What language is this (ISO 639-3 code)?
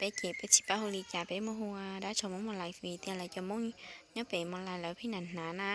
hmn